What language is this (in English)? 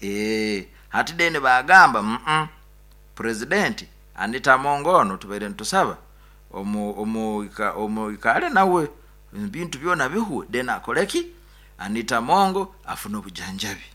Nyoro